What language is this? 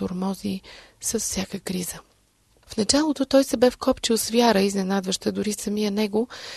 Bulgarian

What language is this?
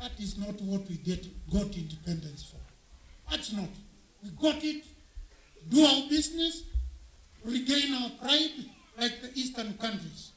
Kamba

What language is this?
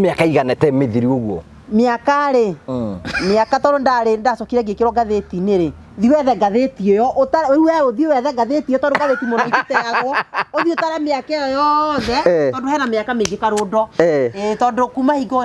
Kikuyu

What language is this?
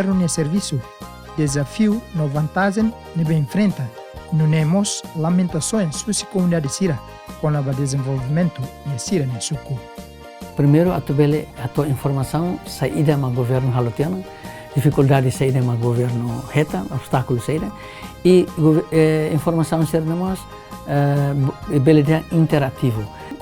Tetum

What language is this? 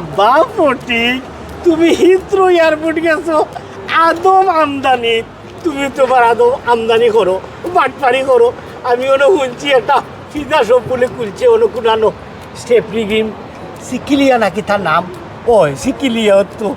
Sylheti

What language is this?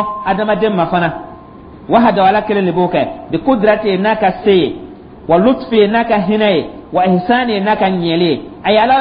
Dyula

